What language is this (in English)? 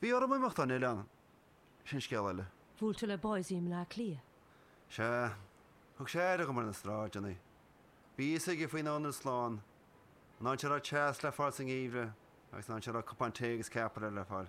Irish